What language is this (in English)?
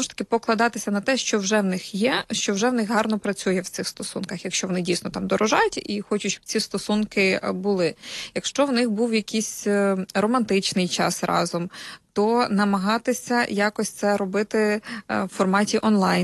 Ukrainian